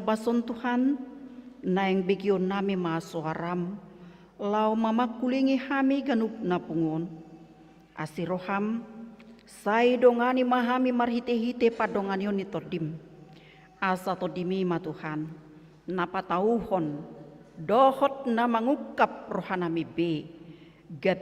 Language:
Batak Toba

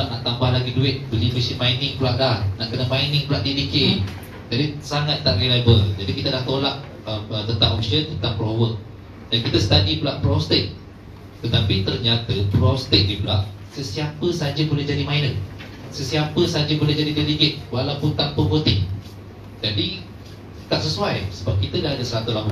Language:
Malay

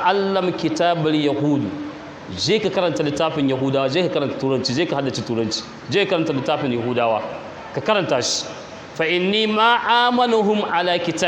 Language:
Hausa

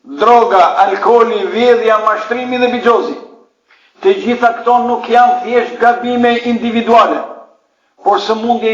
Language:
Albanian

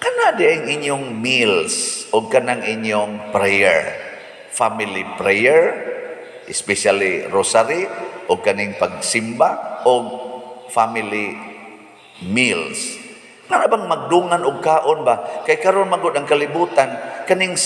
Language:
Cebuano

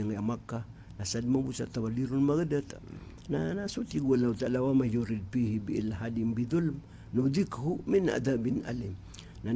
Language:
Maranao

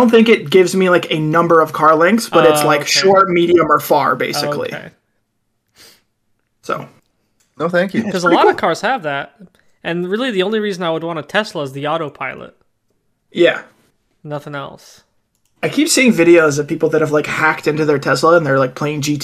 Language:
English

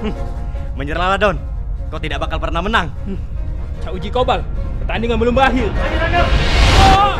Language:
Musi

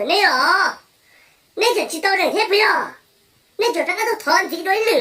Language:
Hmong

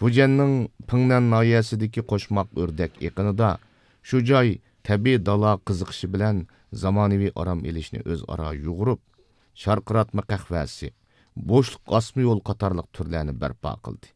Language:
Uyghur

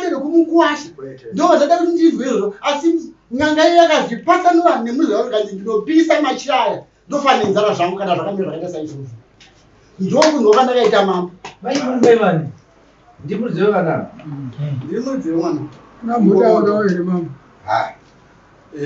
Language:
Shona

